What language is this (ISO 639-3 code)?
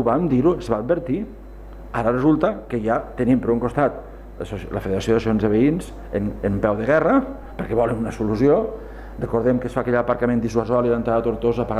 cat